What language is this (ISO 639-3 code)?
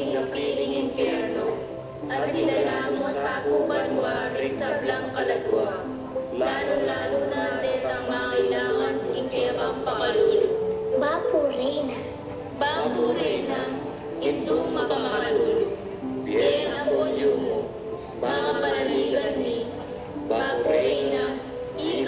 pam